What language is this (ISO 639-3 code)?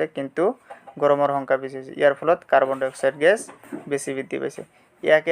asm